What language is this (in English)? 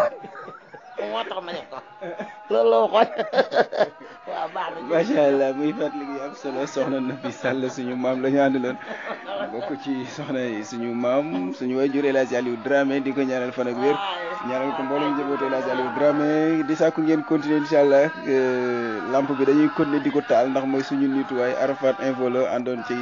Wolof